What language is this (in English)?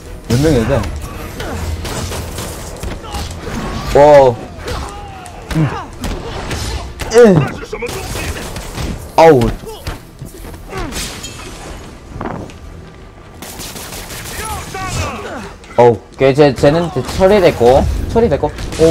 Korean